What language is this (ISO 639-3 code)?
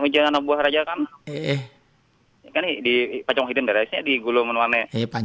bjn